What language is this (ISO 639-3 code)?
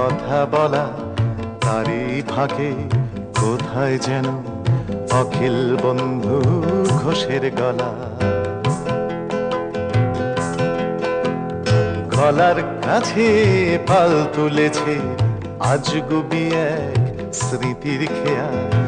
ben